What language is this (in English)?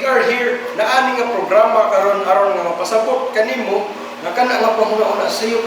Cebuano